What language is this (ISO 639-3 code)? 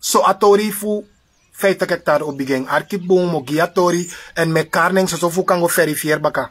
srn